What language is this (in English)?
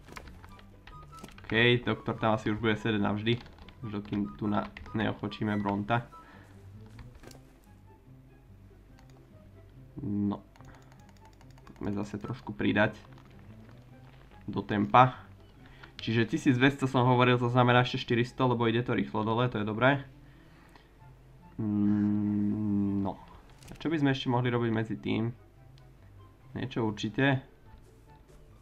Slovak